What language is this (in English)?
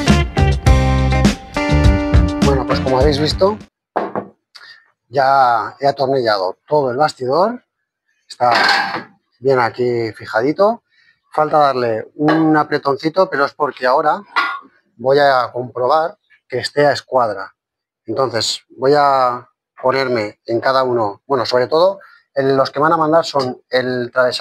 Spanish